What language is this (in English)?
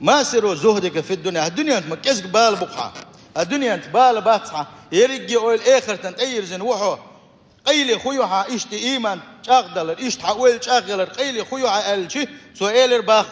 Chechen